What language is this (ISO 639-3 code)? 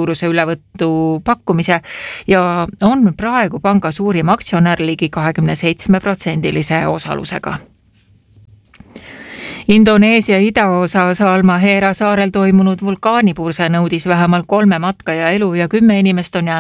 est